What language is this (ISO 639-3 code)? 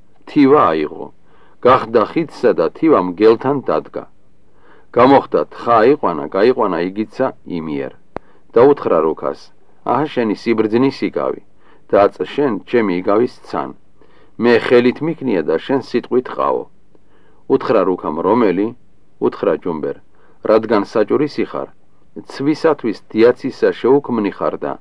kat